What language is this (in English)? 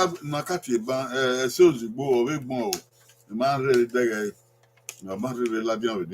Bini